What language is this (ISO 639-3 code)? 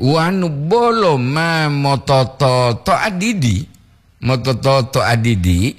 gor